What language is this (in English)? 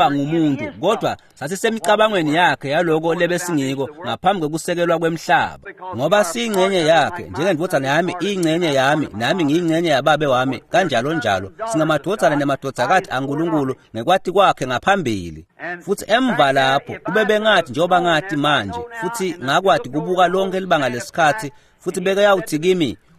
Swati